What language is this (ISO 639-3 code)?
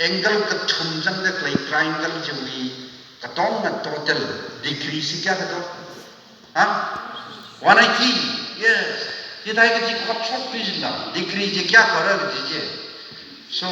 nmf